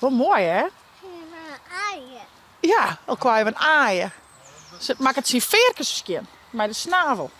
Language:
Western Frisian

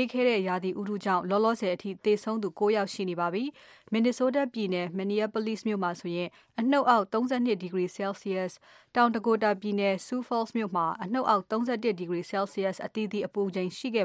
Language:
Burmese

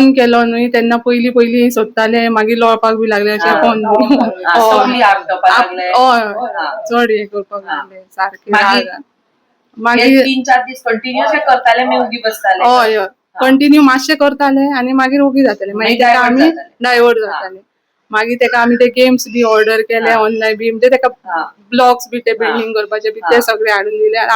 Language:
Konkani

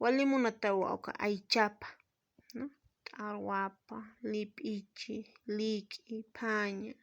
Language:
Aymara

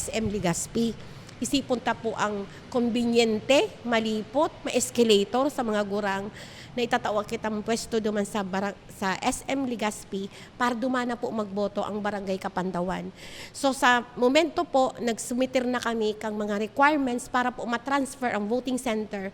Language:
Bikol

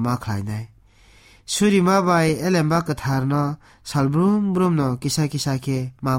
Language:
Kok Borok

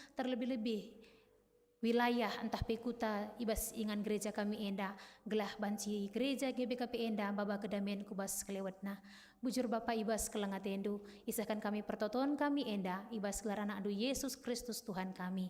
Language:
Batak Karo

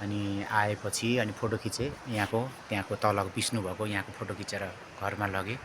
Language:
Nepali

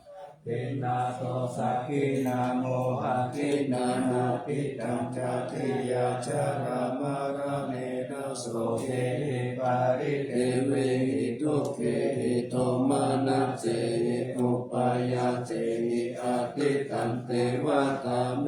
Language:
Pali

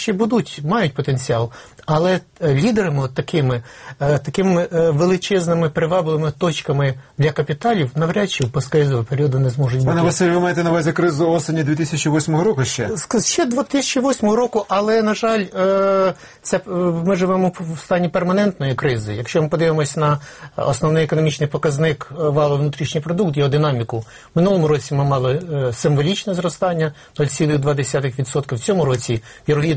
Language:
Ukrainian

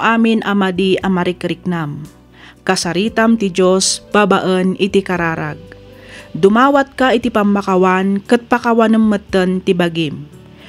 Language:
Iloko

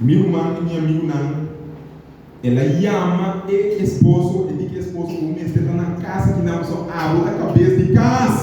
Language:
Papiamento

